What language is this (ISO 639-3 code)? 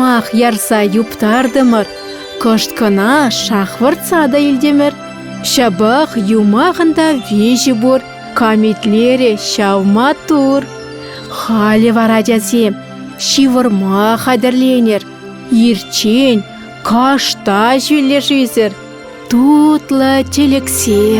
chv